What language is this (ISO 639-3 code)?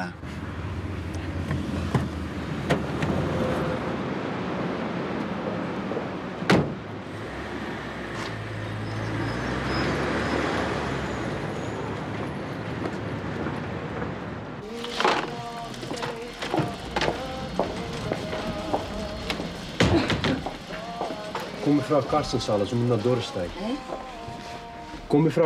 nld